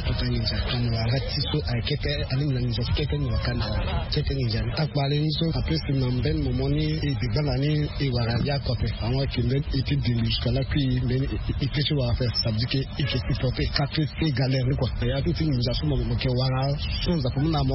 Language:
Sango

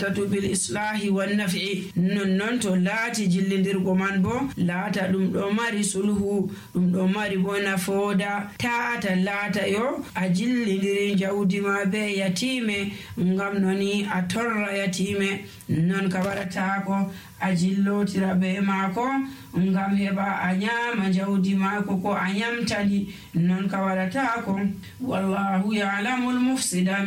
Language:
Nigerian Fulfulde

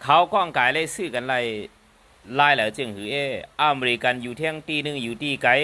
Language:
Shan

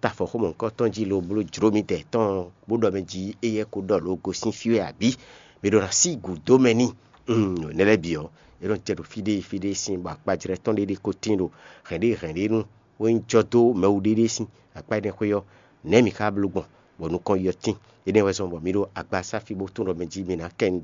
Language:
Fon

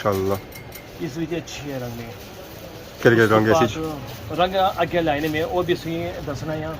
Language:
Pahari-Potwari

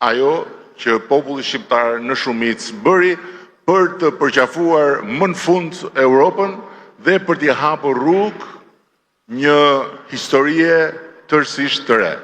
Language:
Albanian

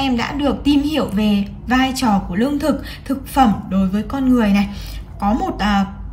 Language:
Vietnamese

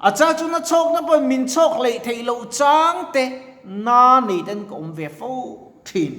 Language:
Mizo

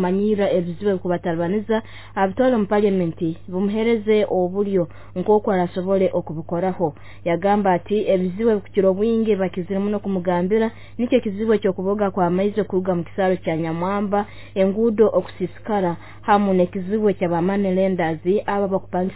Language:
Nyoro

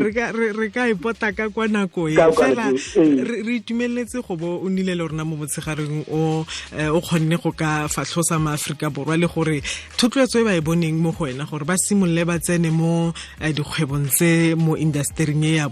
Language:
Tswana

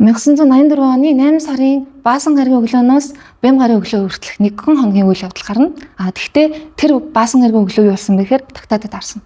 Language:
Mongolian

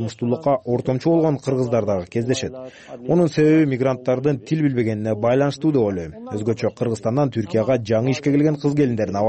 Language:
Kyrgyz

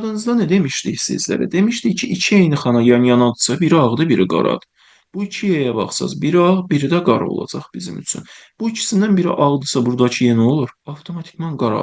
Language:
Azerbaijani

